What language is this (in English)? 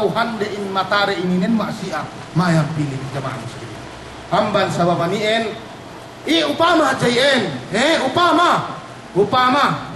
Yakan